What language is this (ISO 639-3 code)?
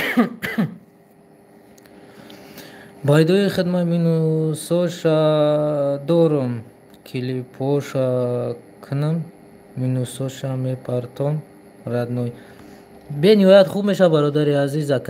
tgk